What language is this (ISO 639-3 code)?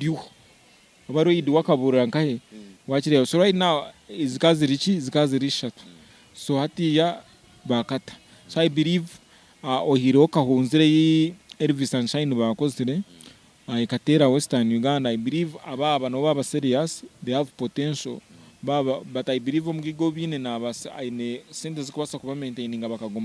nyn